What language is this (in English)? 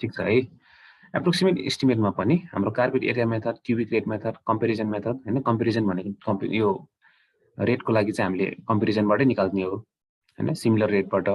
Nepali